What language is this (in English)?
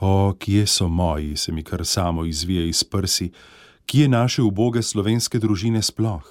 Slovenian